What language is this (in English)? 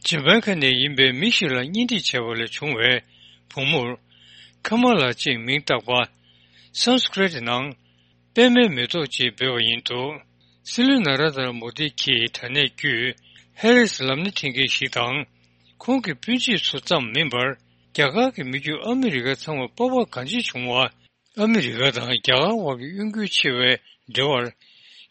Tibetan